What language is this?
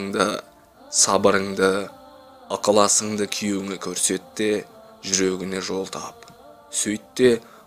Kazakh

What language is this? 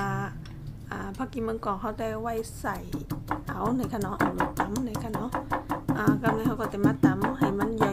Shan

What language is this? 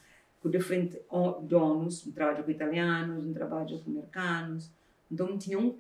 Kabuverdianu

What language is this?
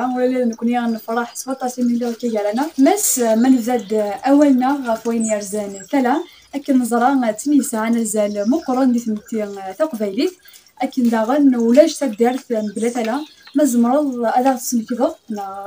Kabyle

